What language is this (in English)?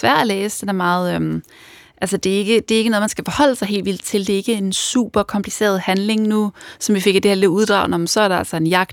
Danish